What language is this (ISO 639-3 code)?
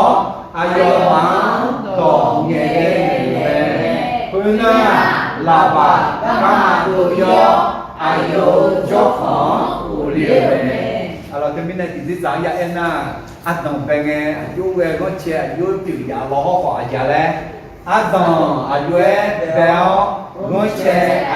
ahk